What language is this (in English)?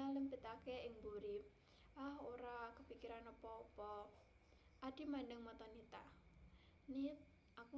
Javanese